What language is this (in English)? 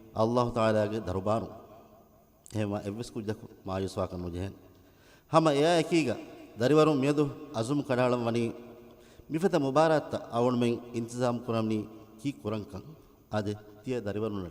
Divehi